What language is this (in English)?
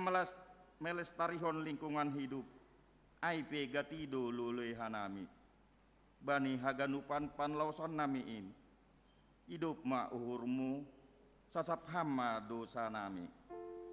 Batak Simalungun